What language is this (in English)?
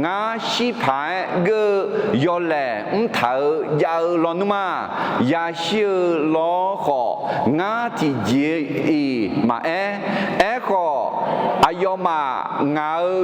Akha